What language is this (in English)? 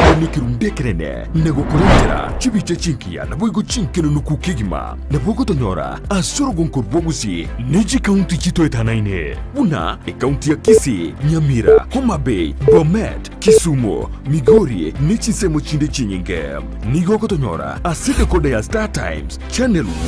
Gusii